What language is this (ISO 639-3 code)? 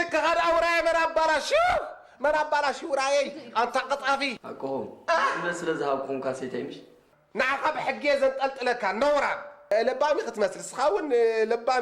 tir